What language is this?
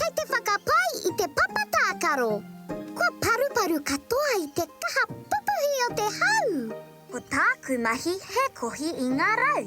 Māori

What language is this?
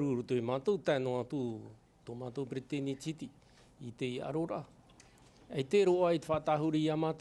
Tahitian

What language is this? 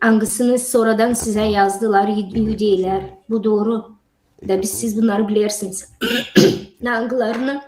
Gagauz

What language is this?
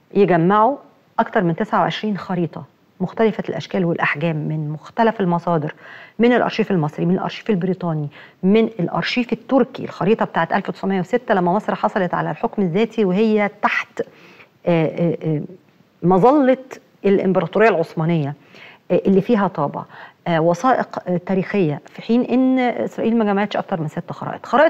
Egyptian Arabic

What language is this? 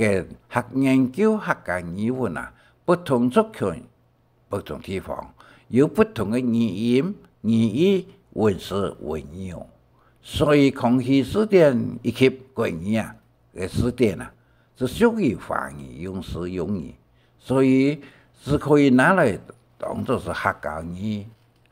Hakka Chinese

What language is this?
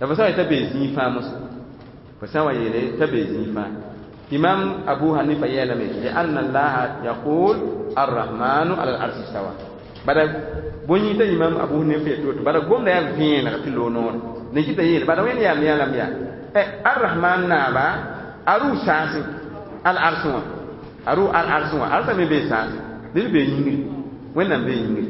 Mossi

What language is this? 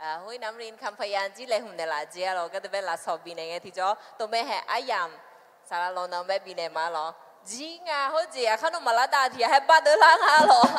Akha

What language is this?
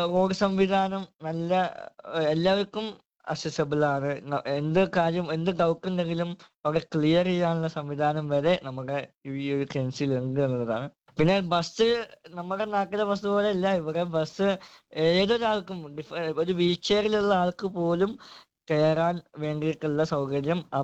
Malayalam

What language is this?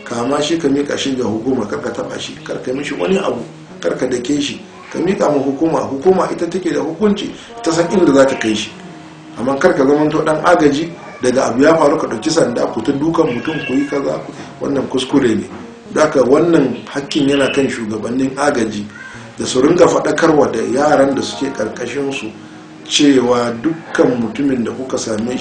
Hausa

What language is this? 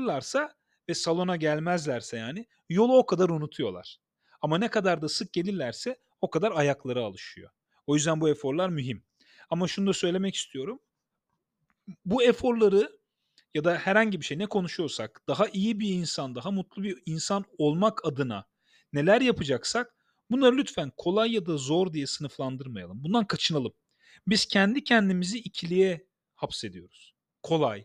Turkish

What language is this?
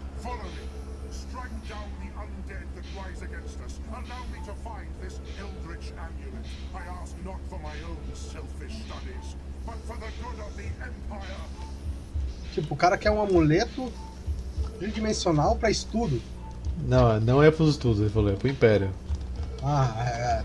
Portuguese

